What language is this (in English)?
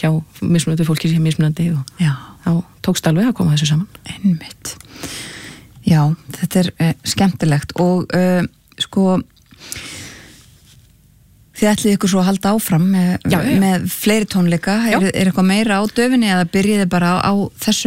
Icelandic